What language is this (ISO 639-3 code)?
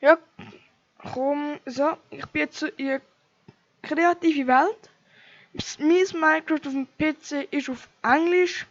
gsw